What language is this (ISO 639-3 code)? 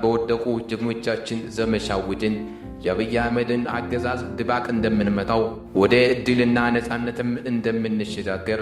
amh